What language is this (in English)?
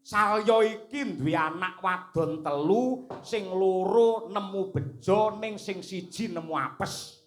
Javanese